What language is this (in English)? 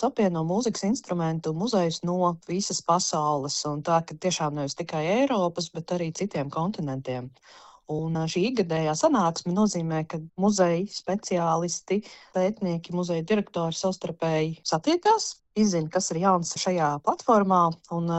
Latvian